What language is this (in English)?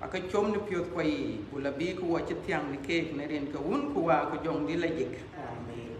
Dinka